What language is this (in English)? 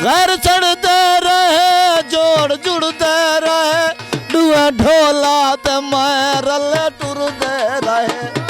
Saraiki